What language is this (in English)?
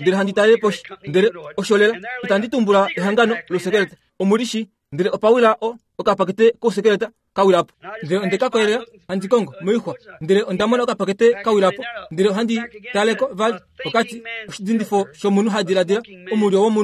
Kuanyama